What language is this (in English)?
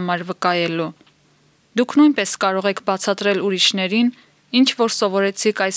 Armenian